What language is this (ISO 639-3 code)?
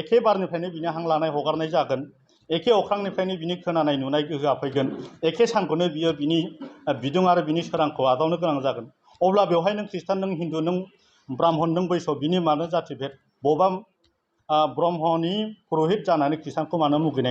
brx